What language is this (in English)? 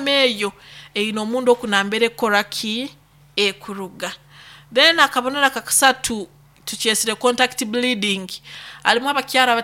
Nyoro